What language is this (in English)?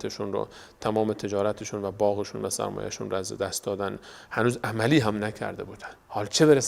Persian